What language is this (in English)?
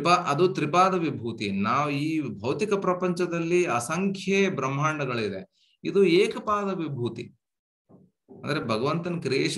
Kannada